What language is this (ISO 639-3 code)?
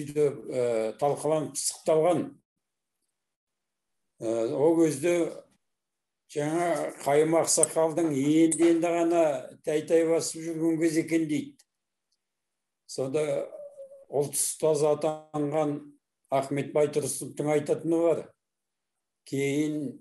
kaz